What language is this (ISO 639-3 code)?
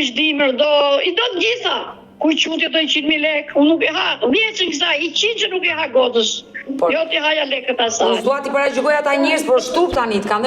sqi